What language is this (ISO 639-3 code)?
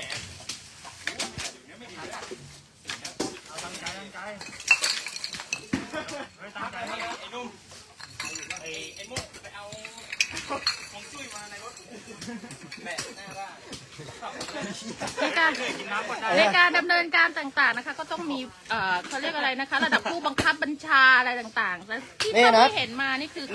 tha